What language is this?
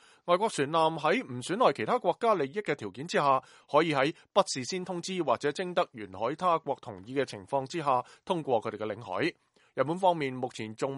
Cantonese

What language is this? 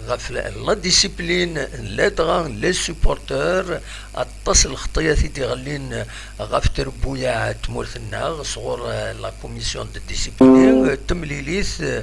Kabyle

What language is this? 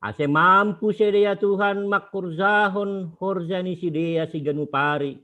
Batak Simalungun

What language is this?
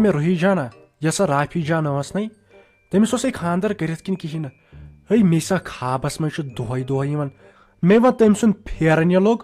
Kashmiri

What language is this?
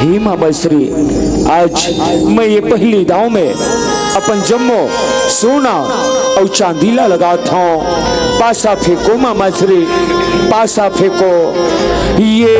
Chhattisgarhi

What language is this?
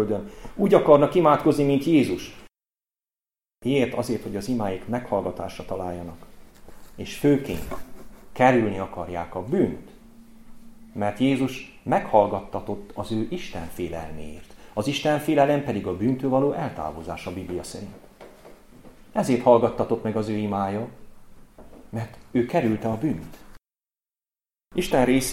Hungarian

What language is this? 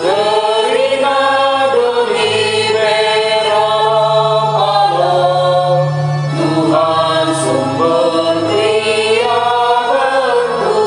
Batak Karo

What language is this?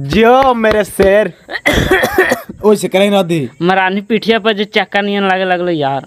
Magahi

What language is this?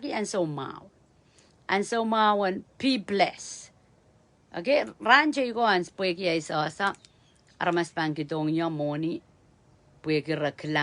Pohnpeian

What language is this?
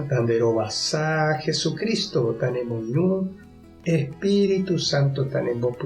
Guarani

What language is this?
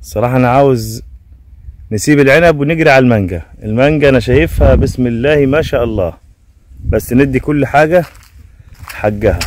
Egyptian Arabic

